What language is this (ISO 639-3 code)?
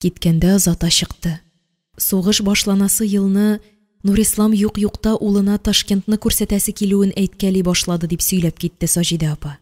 tat